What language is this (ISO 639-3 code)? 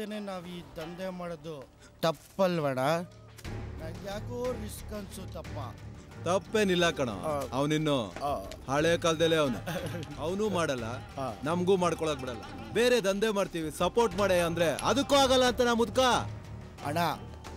kan